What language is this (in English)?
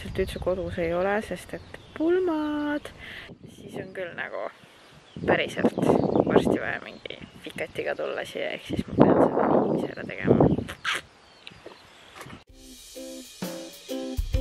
Estonian